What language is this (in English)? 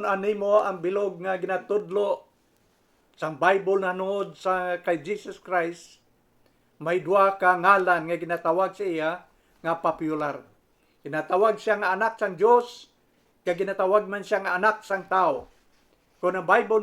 Hiligaynon